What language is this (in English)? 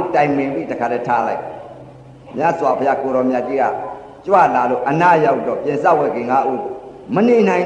Burmese